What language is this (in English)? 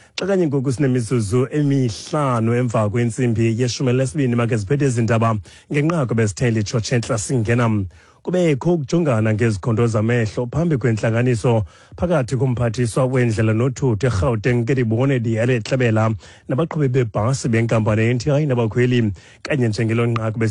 Xhosa